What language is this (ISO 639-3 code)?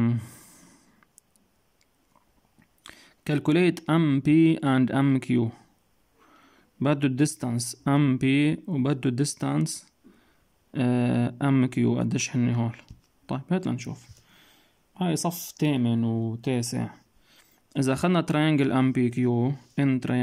apc